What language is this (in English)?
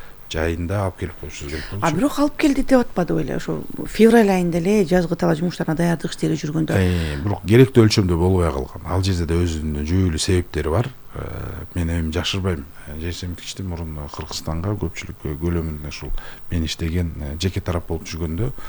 Kyrgyz